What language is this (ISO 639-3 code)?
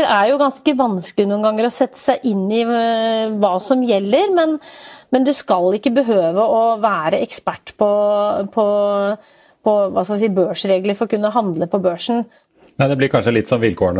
nor